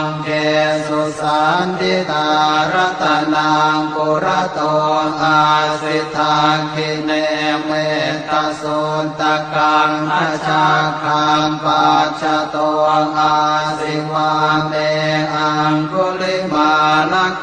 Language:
Pali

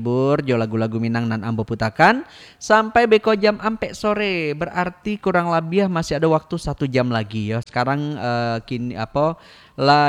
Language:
Minangkabau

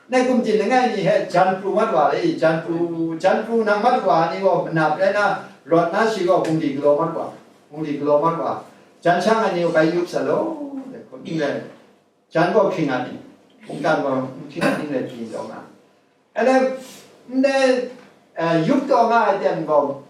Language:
Kachin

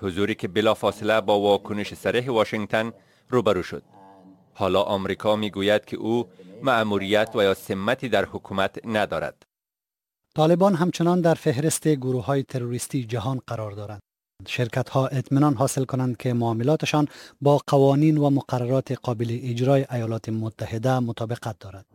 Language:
Persian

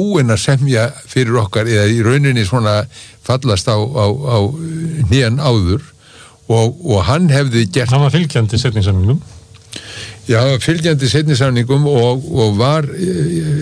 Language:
Icelandic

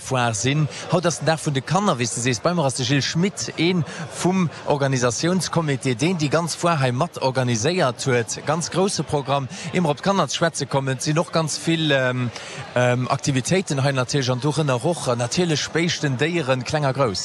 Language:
Luxembourgish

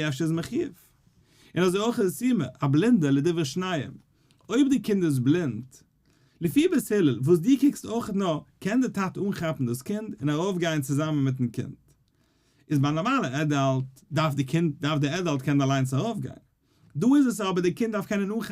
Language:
Yiddish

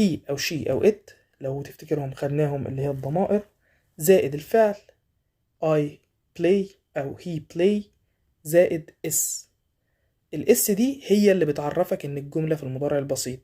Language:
Egyptian Arabic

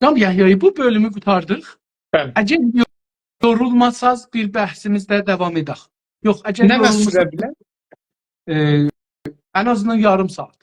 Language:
South Azerbaijani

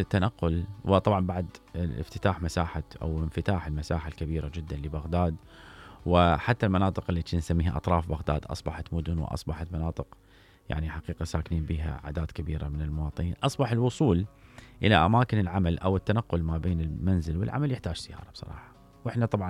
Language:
Mesopotamian Arabic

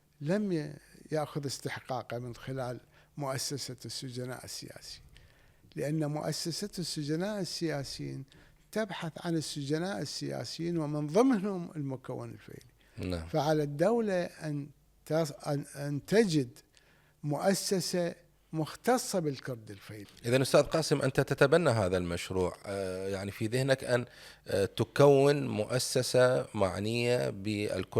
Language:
Mesopotamian Arabic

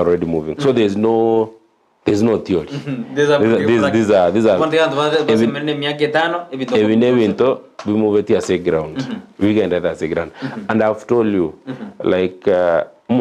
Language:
Gusii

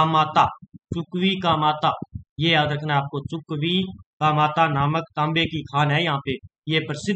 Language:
Hindi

